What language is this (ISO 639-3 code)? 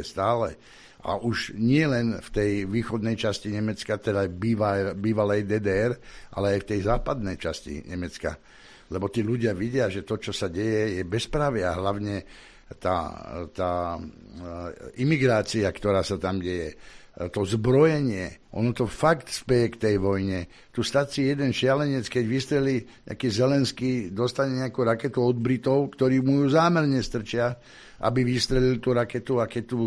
slk